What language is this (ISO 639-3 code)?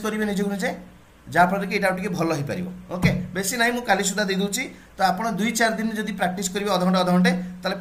ori